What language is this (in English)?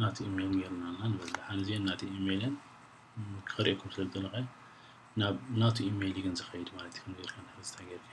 Tigrinya